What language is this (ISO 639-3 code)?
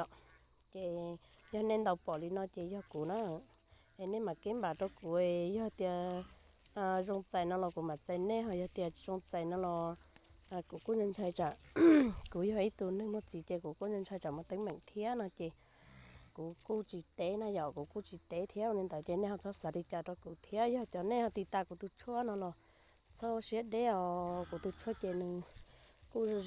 hmn